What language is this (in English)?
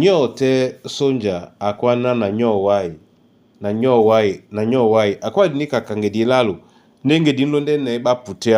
Duala